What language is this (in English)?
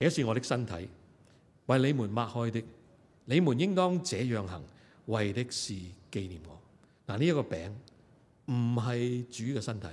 Cantonese